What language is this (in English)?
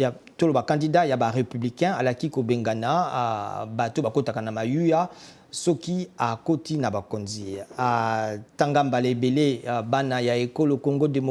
Lingala